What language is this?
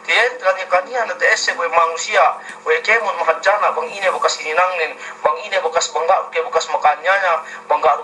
Yakan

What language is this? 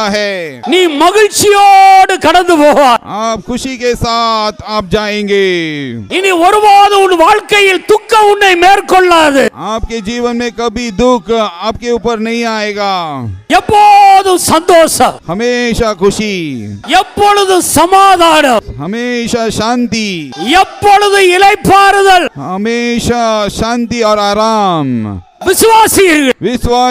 Tamil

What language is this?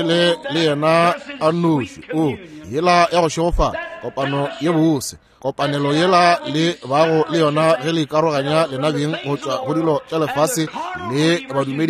Northern Sotho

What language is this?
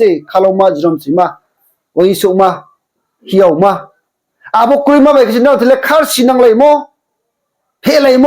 Riang (India)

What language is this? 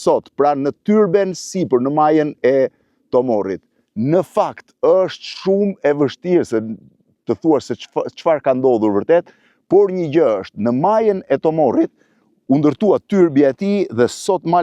Albanian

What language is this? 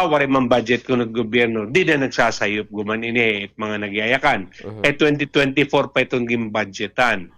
Waray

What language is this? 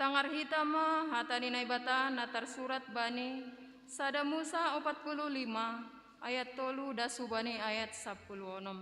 Batak Simalungun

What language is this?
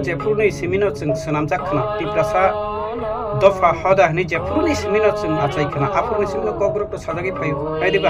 Kok Borok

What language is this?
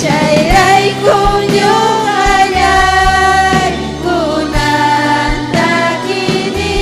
Ayacucho Quechua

